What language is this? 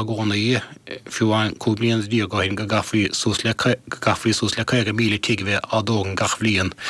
Irish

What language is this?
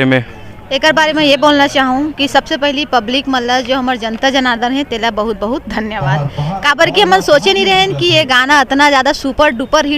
Chhattisgarhi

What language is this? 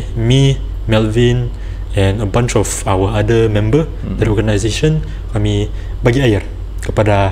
Malay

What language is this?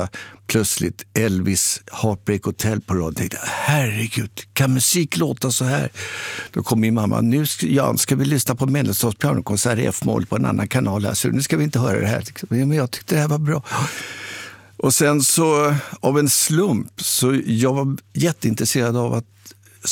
Swedish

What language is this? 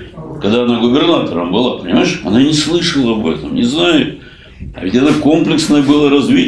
Russian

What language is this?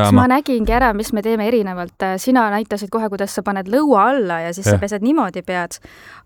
Estonian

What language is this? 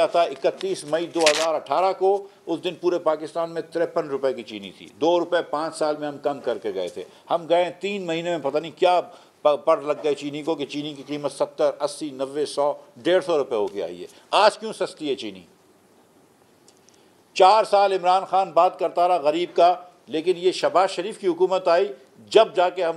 Urdu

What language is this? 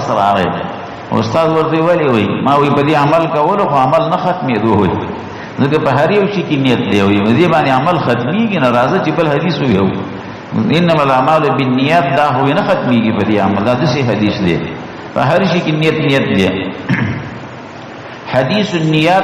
Pashto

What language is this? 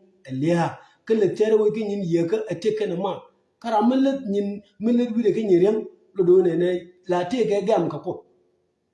Nuer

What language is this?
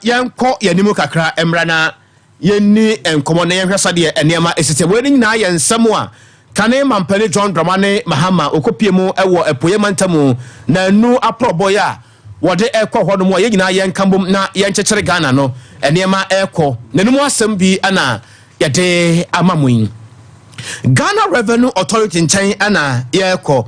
Akan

